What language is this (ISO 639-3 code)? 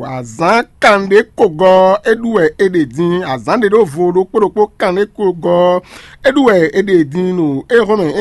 fon